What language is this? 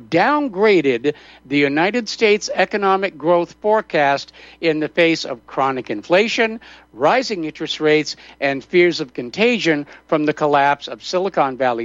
English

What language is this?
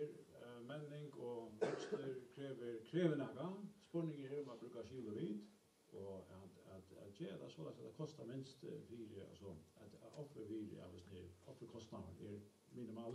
Faroese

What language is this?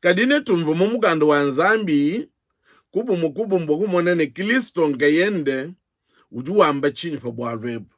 Luba-Lulua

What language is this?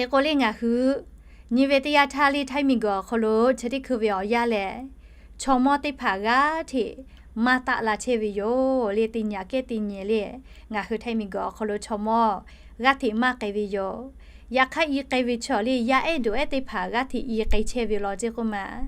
Lahu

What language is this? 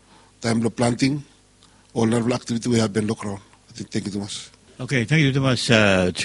Bislama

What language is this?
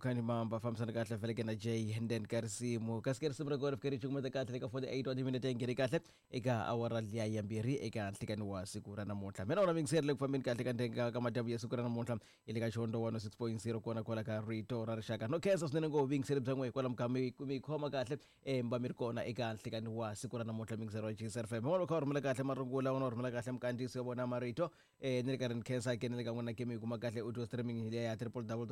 Tsonga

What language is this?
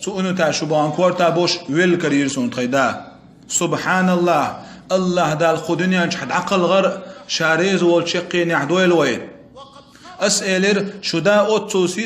Chechen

